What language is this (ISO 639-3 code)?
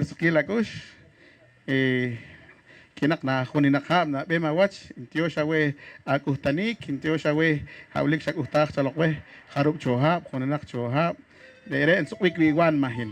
poh